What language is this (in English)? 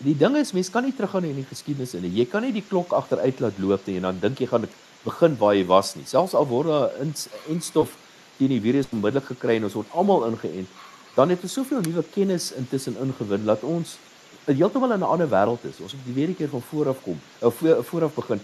Afrikaans